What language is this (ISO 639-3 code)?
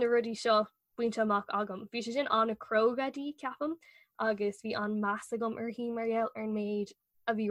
gle